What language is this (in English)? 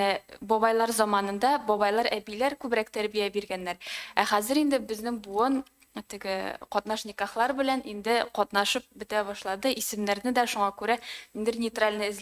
Tatar